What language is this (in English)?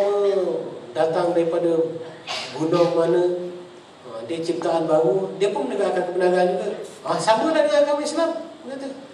Malay